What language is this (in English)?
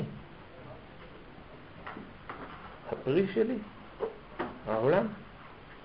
Hebrew